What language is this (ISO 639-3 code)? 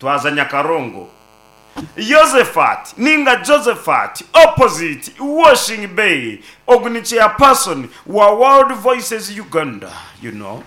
nyn